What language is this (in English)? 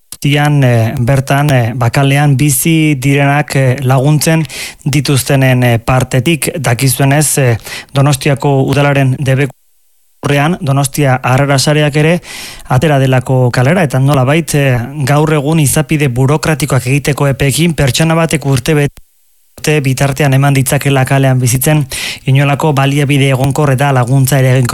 Basque